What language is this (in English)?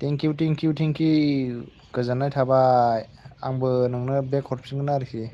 Bodo